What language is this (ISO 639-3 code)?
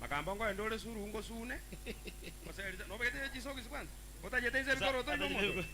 guz